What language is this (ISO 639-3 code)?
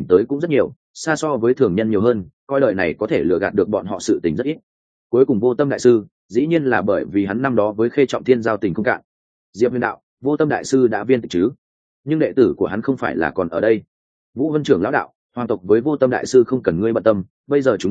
vie